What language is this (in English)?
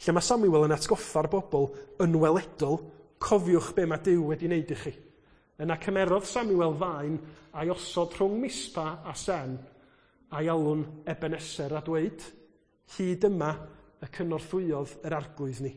Welsh